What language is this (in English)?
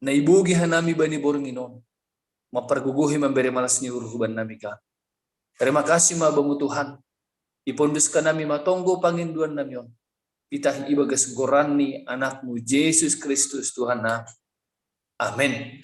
Batak Simalungun